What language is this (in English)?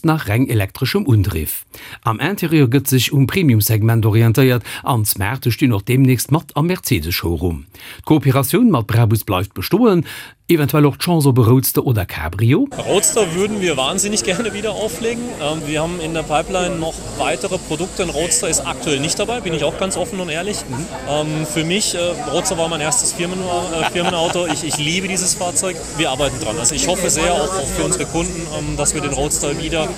Luxembourgish